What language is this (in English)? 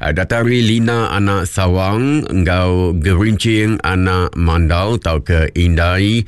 Iban